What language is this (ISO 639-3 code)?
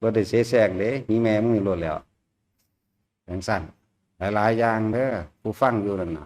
lao